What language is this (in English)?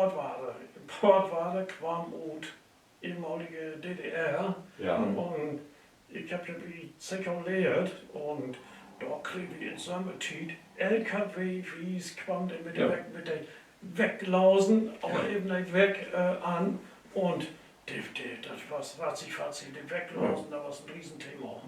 Low German